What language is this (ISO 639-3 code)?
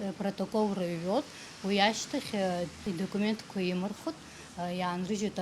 abk